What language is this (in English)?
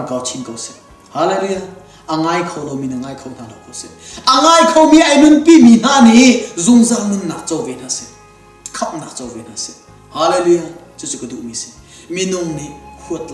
Hakha Chin